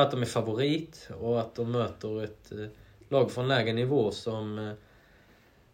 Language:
Swedish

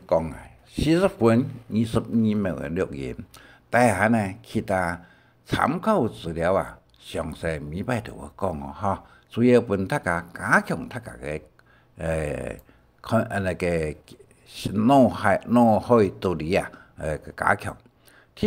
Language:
Hakka Chinese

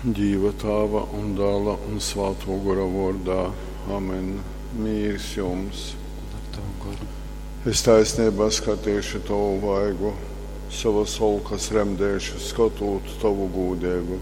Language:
Latgalian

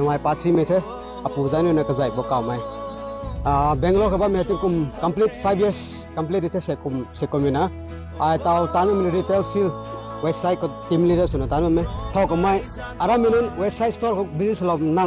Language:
Rongmei Naga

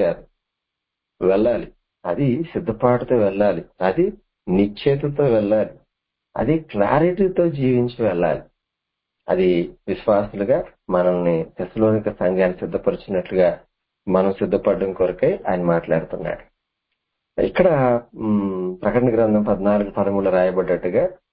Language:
Telugu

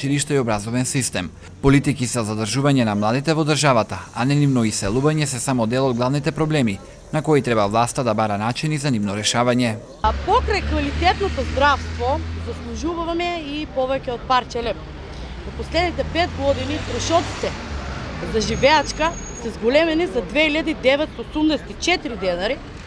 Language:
Macedonian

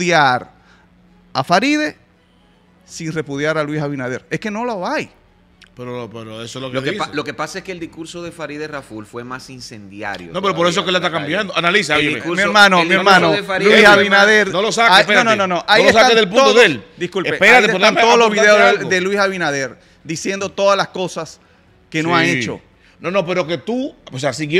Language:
Spanish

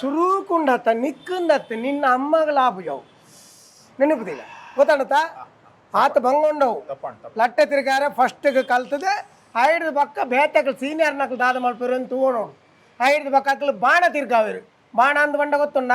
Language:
Tulu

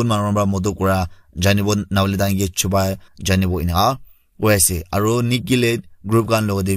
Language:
Naga Pidgin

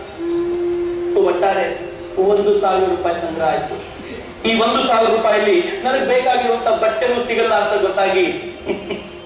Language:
Kannada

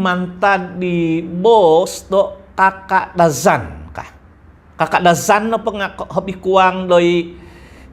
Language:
Central Dusun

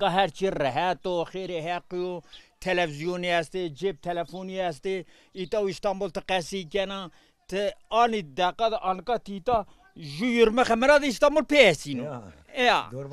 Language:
Zaza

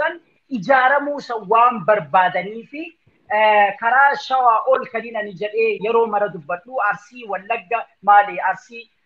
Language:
Oromo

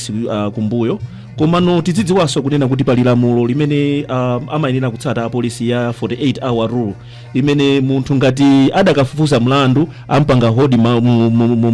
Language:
Nyanja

